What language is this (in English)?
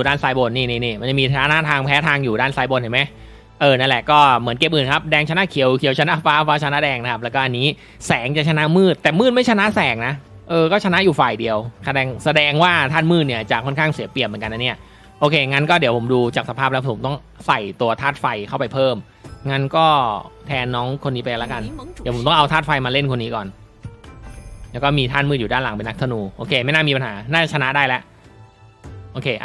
Thai